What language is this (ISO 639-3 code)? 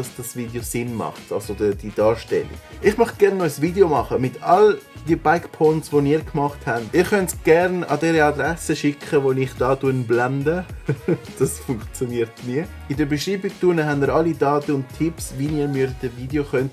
gsw